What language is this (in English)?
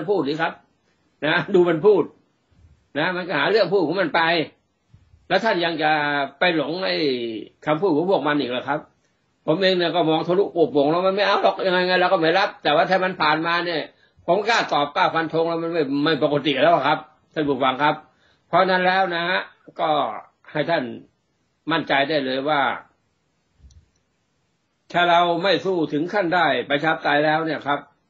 Thai